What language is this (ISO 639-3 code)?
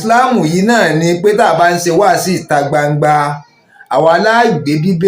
yor